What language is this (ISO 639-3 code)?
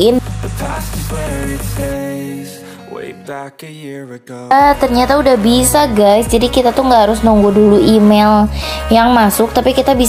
ind